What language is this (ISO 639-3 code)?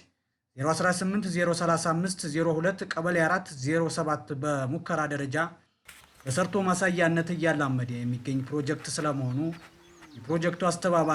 amh